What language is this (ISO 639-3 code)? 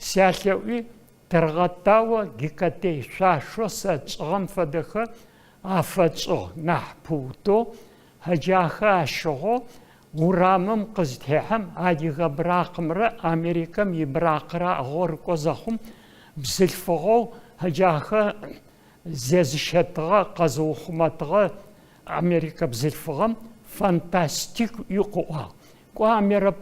ady